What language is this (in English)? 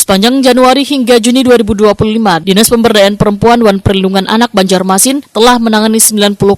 Banjar